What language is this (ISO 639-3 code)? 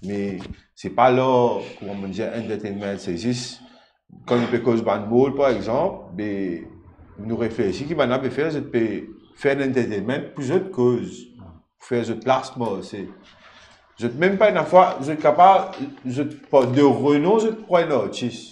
mfe